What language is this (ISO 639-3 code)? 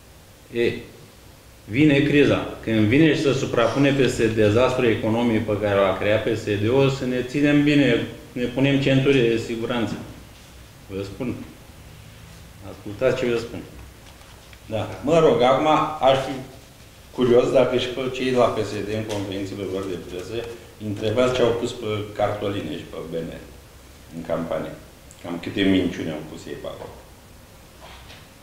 ron